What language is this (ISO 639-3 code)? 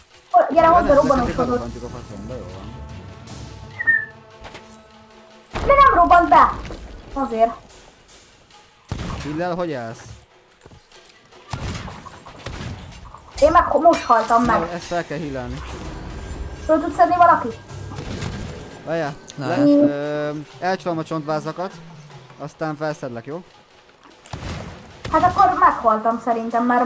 hun